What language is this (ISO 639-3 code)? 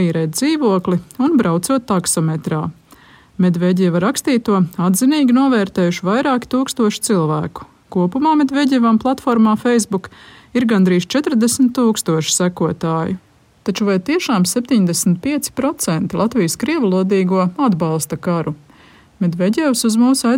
lav